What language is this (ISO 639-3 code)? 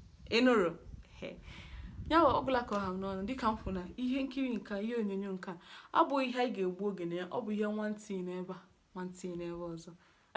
ibo